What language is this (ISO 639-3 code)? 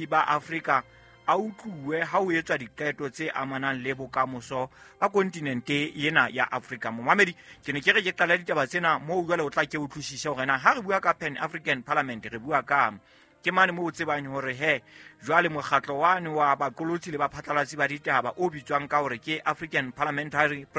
sot